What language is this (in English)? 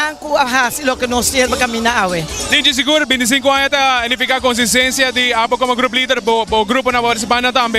Papiamento